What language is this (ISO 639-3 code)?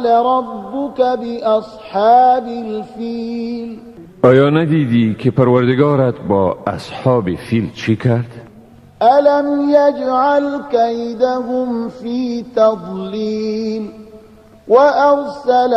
tgk